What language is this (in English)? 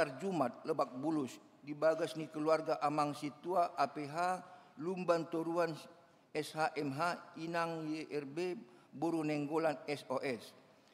Batak Toba